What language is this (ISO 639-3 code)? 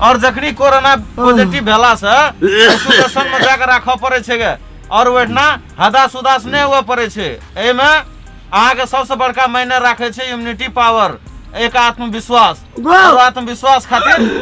mai